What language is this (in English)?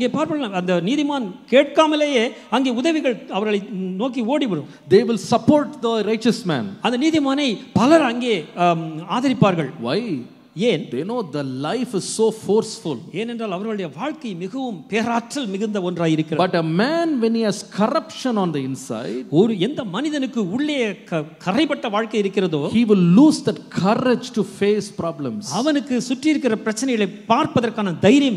Tamil